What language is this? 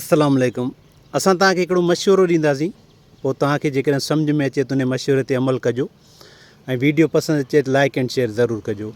Sindhi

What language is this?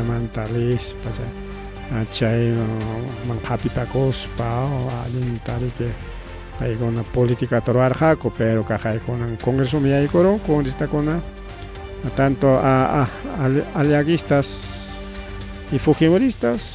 Ayacucho Quechua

